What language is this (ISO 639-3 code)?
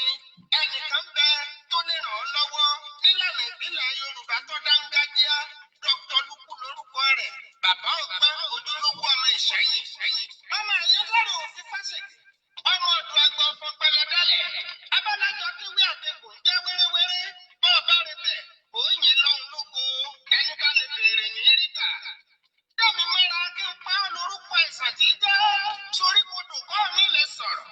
yor